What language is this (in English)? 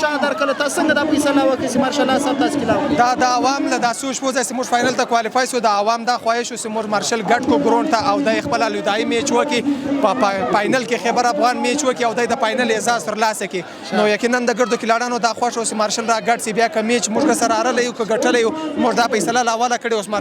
Pashto